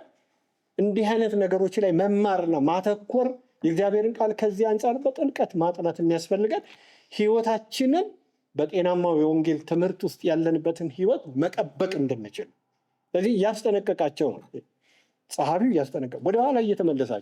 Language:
Amharic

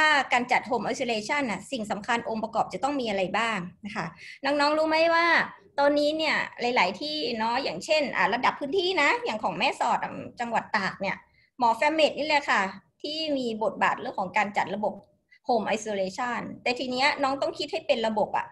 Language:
Thai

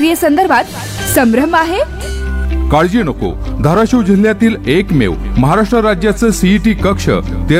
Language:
Marathi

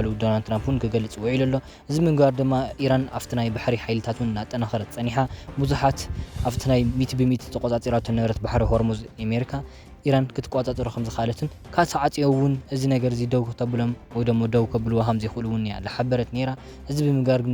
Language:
Tigrinya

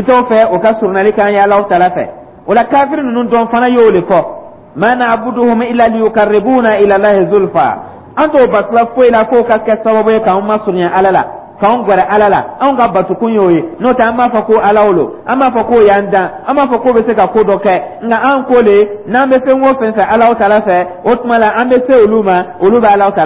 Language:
Dyula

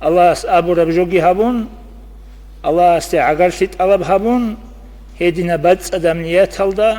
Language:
Avaric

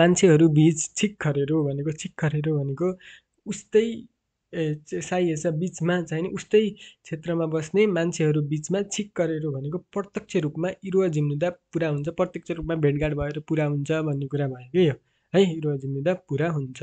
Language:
Nepali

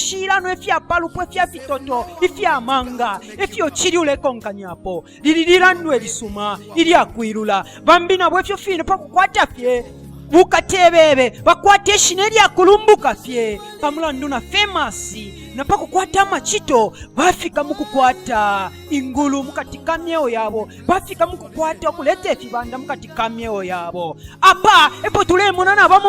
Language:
Bemba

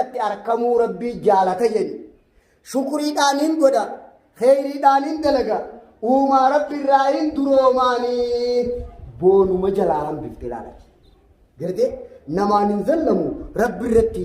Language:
Oromo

